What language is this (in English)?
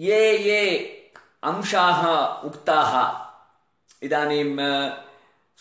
Sanskrit